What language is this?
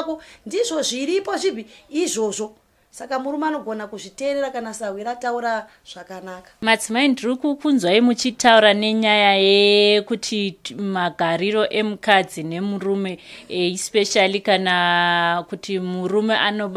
Shona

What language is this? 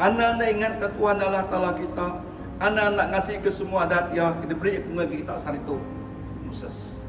Iban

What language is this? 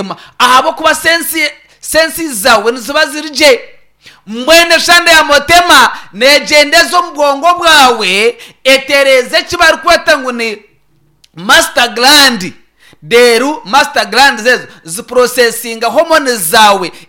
Nyankole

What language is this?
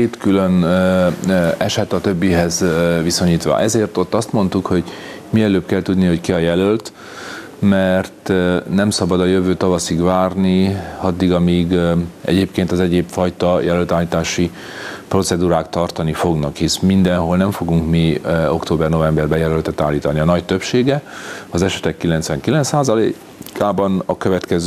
Hungarian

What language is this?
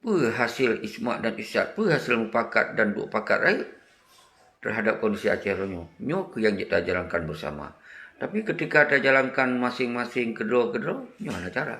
Achinese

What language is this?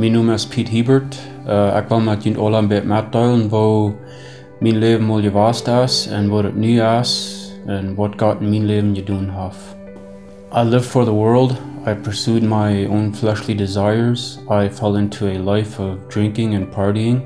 Plautdietsch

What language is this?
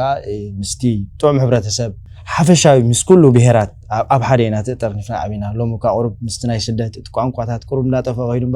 Tigrinya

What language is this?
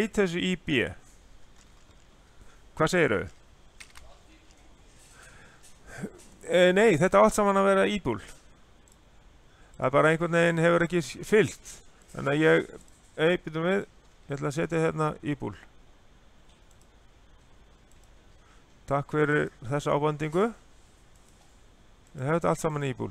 Icelandic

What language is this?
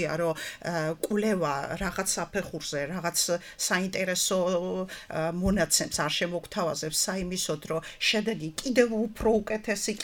Georgian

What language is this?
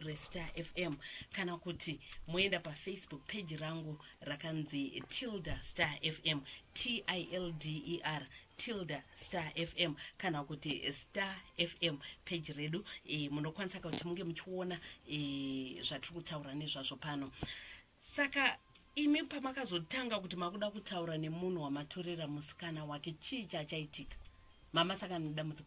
Shona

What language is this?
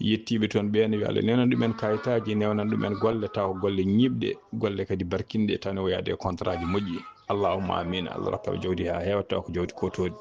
Fula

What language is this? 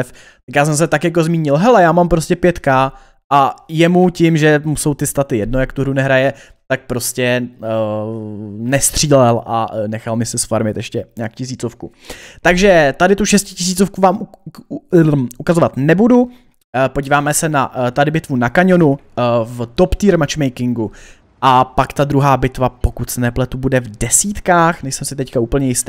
Czech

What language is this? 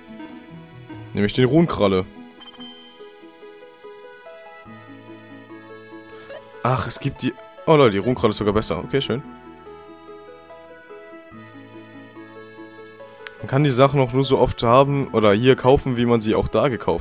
German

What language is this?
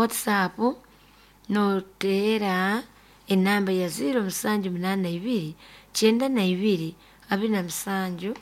Nyoro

